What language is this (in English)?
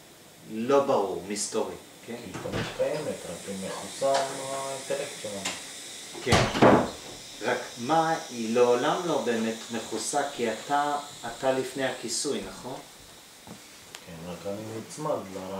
Hebrew